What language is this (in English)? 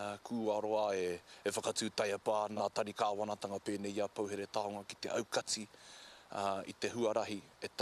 Māori